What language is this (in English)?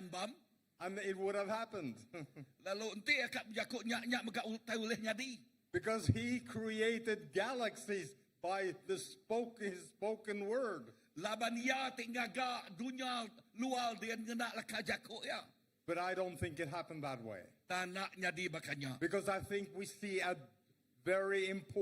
Iban